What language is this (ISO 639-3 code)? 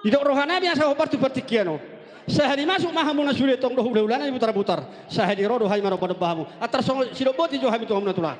bbc